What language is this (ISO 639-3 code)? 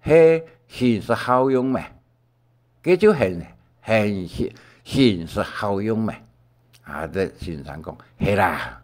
hak